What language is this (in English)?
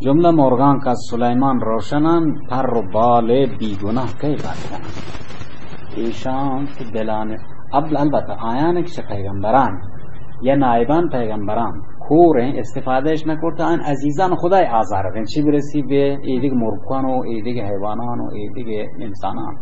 Baluchi